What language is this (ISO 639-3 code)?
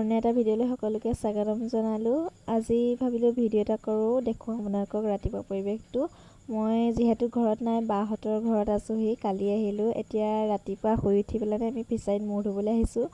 asm